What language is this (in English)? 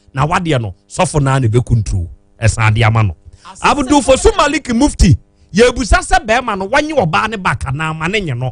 Akan